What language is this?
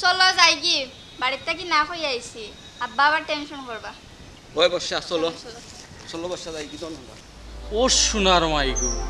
Sylheti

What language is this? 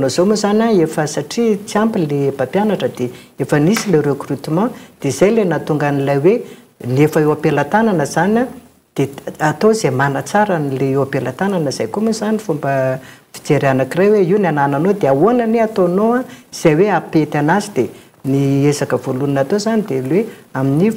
Malagasy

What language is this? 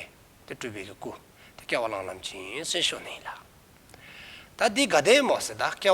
Dzongkha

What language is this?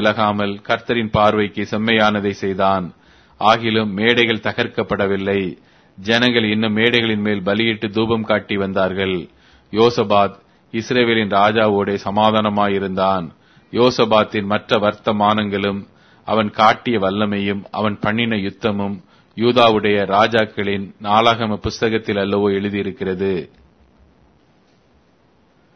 Tamil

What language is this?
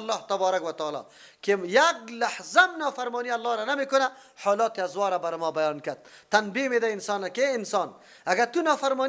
Persian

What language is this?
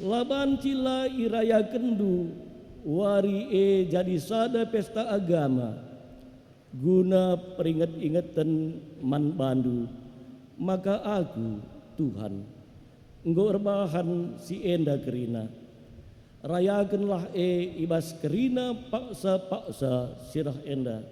Batak Karo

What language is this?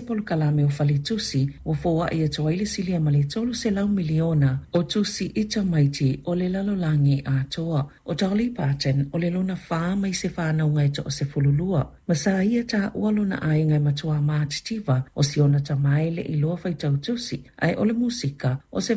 Samoan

